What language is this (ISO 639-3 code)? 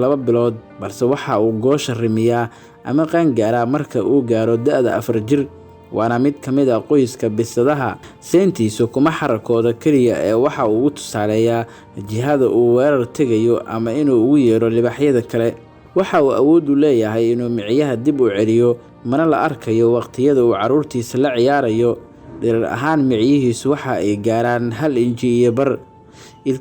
som